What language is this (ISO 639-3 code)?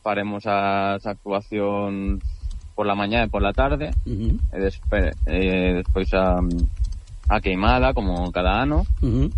glg